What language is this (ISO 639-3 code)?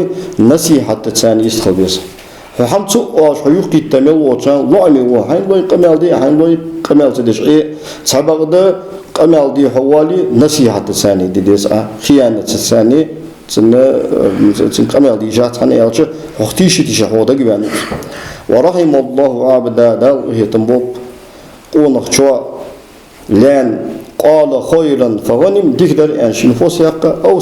inh